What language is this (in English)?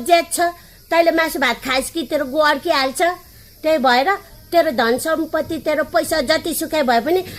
Nepali